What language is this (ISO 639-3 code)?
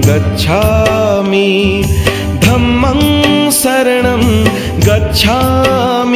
mar